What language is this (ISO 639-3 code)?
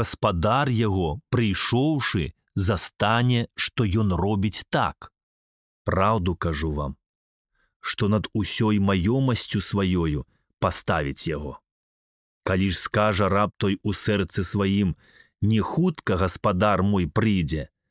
bel